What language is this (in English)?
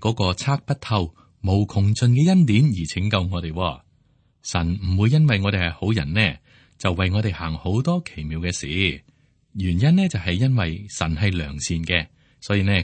Cantonese